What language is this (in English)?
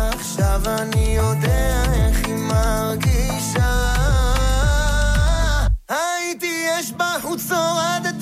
Hebrew